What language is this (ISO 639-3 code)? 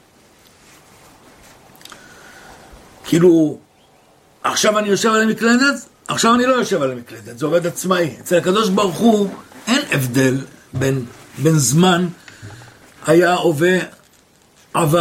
heb